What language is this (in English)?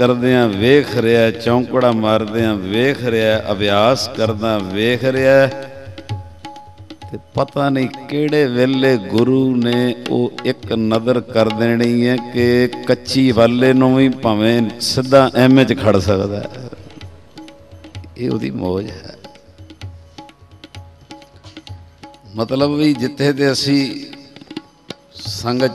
Punjabi